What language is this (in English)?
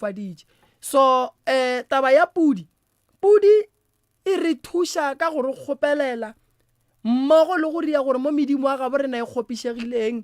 Northern Sotho